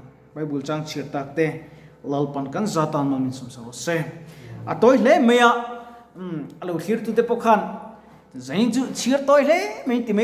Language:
Mizo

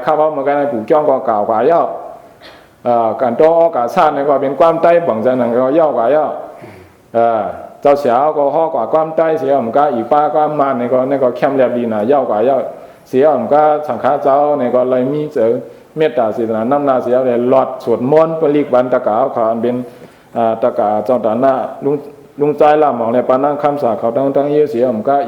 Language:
Shan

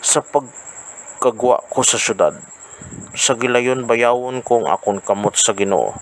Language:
Hiligaynon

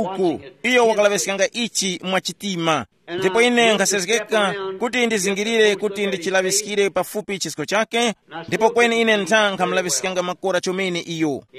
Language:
Tumbuka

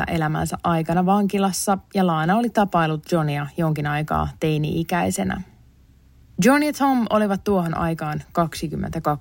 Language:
Finnish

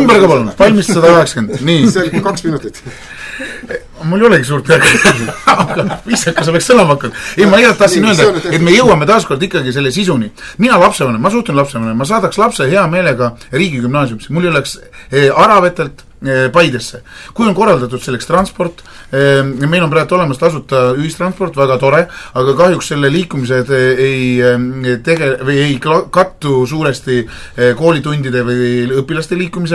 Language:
Estonian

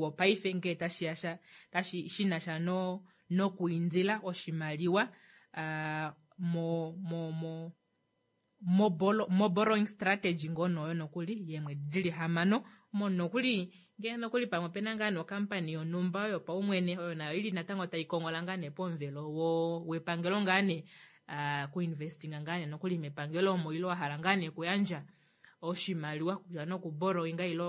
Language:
Kuanyama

